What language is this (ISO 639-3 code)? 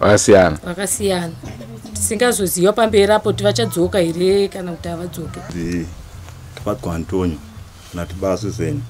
sna